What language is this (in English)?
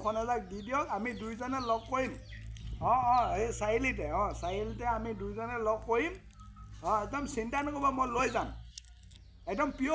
Assamese